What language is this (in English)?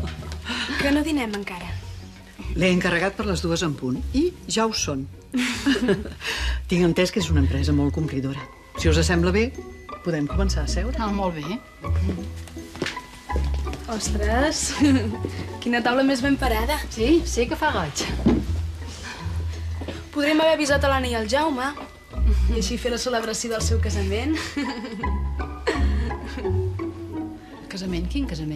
Catalan